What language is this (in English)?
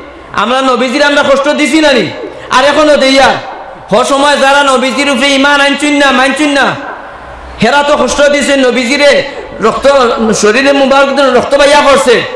Sylheti